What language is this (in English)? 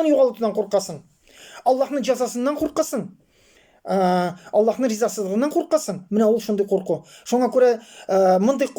Tatar